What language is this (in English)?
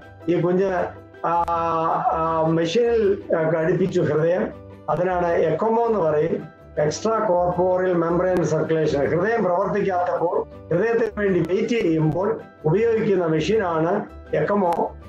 Malayalam